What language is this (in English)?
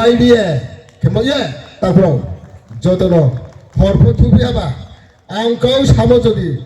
Riang (India)